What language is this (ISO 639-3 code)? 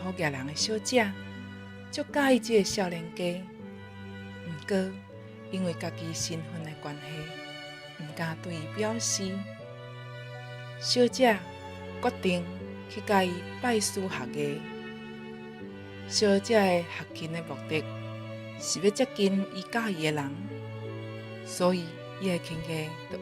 nan